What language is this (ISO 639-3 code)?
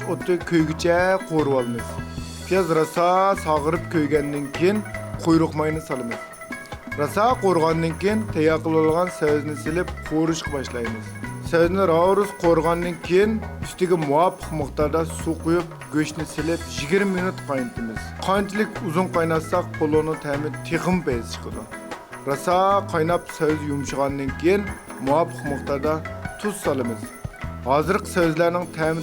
uig